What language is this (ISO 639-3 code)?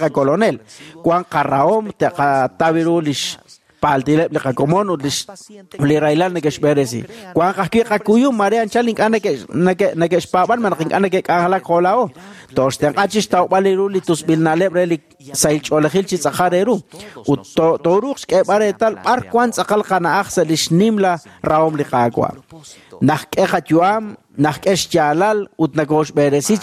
kek